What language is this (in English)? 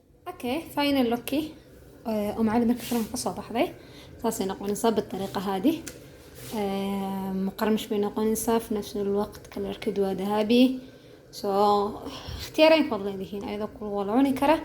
Somali